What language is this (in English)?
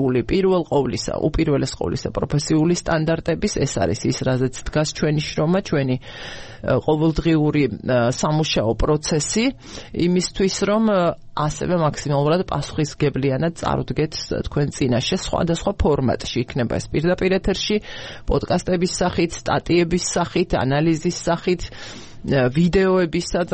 Georgian